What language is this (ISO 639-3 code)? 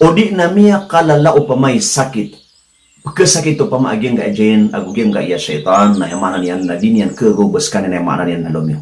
mrw